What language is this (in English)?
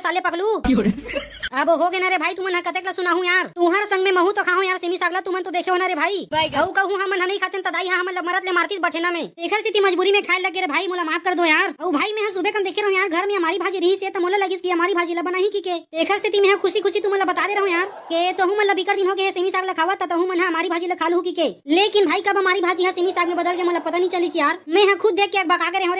Chhattisgarhi